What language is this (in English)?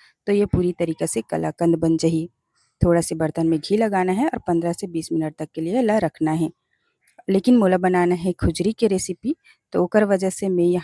Chhattisgarhi